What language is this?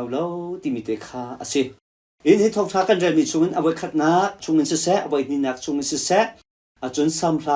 Hakha Chin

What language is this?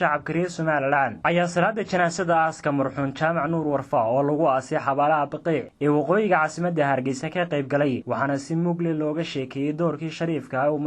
Somali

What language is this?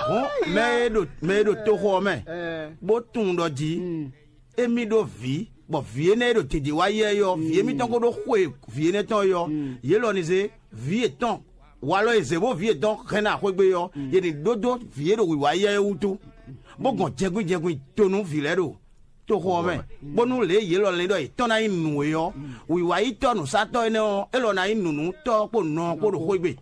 Fon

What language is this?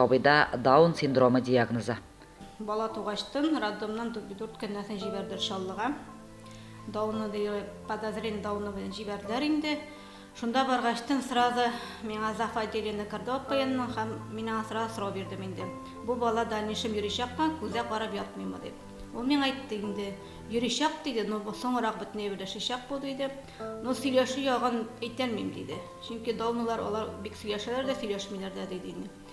Tatar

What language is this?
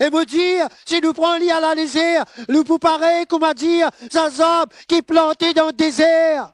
Morisyen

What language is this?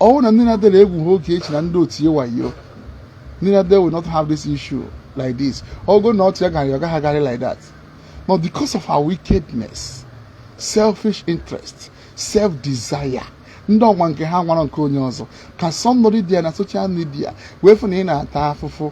Igbo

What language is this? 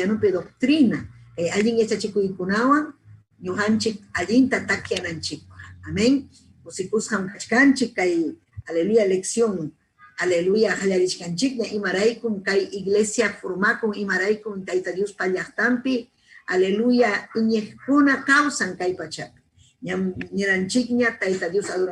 Ayacucho Quechua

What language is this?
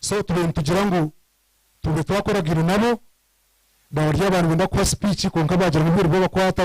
Nyankole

